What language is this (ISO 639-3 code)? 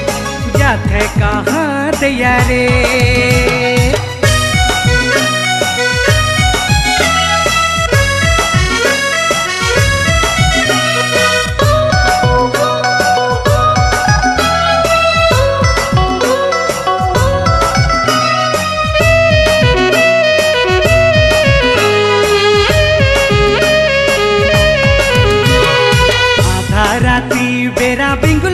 sck